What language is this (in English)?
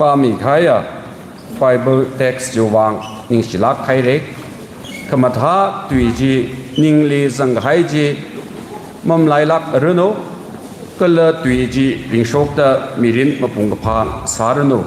Tangkhul Naga (India)